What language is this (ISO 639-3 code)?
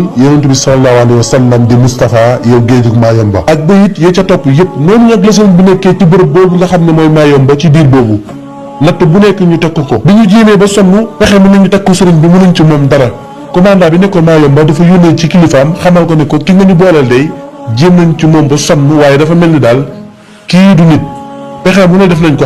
wol